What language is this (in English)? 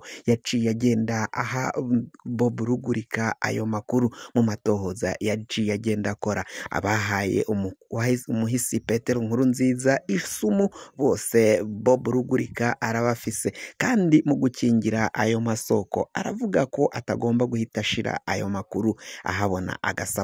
Rundi